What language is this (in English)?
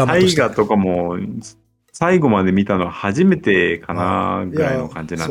Japanese